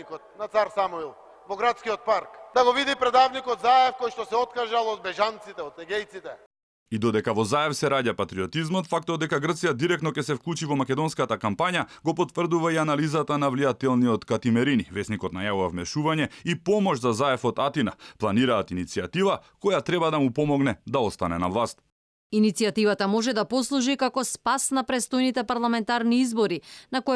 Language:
Macedonian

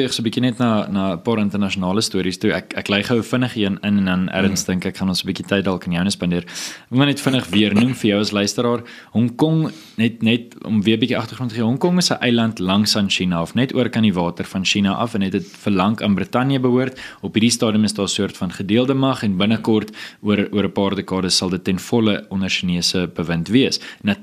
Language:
Afrikaans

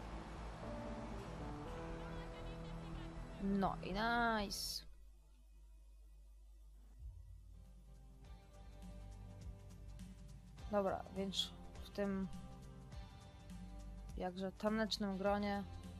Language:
Polish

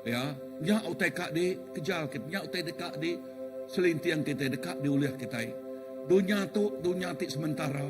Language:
Iban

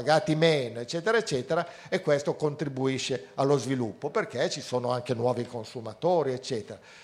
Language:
Italian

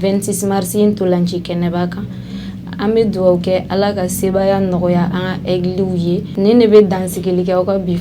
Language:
Bambara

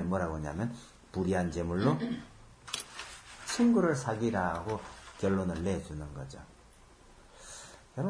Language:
Korean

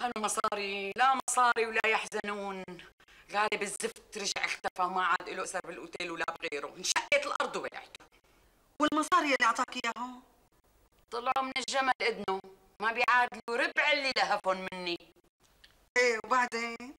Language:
North Levantine Arabic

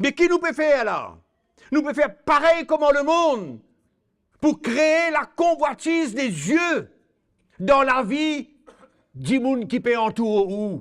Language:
Morisyen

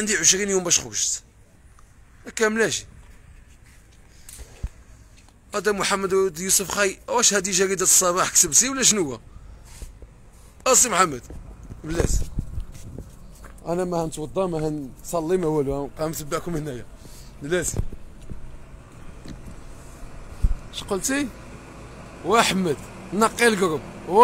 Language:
Moroccan Arabic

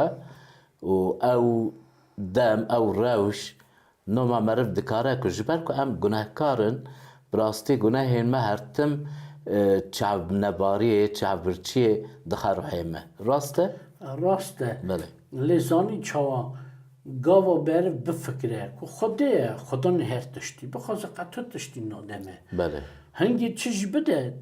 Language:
Kurdish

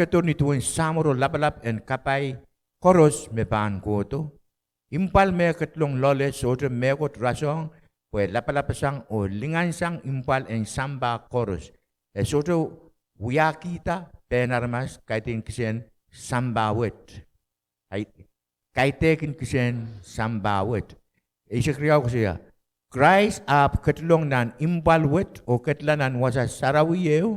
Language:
Pohnpeian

